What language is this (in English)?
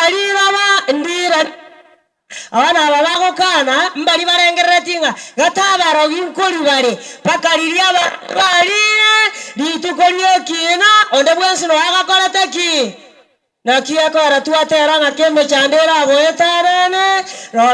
Gusii